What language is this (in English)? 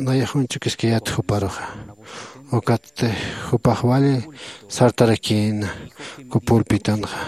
Aymara